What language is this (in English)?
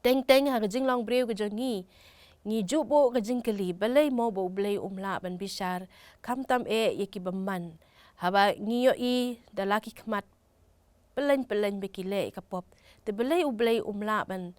Khasi